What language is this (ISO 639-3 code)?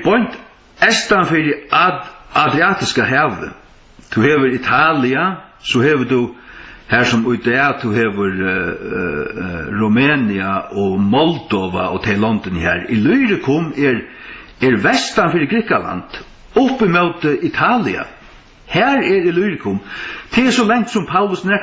fao